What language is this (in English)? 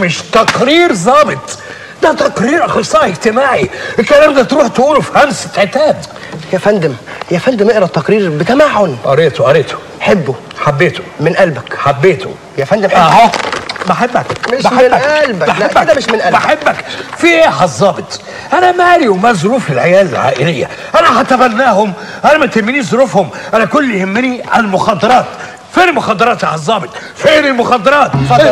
Egyptian Arabic